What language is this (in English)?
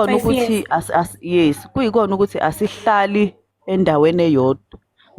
Zulu